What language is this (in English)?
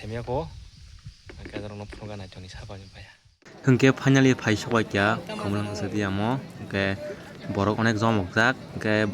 Kok Borok